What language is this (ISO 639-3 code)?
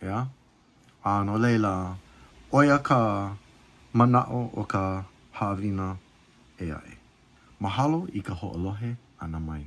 haw